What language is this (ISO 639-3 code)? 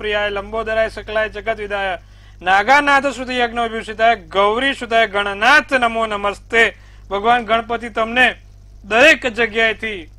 guj